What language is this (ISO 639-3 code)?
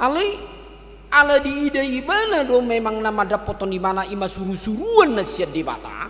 bbc